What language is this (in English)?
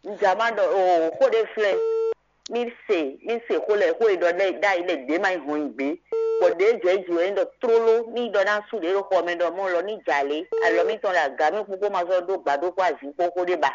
Fon